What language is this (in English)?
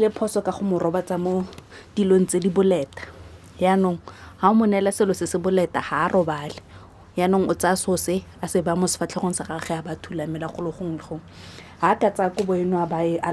Tswana